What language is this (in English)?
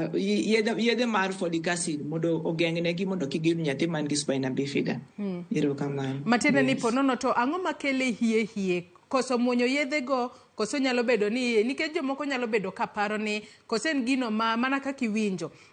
Luo (Kenya and Tanzania)